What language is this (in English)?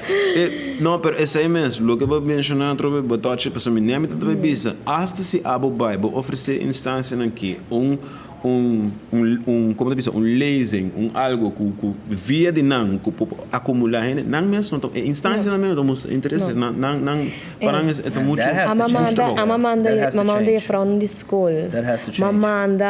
Papiamento